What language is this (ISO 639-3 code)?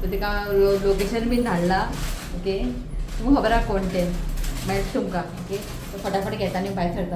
kok